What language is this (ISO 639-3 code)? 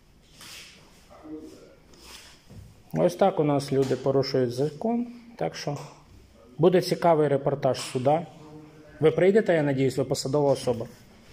ukr